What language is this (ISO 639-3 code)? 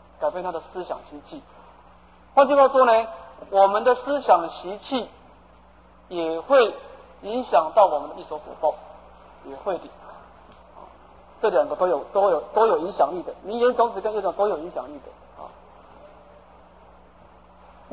zho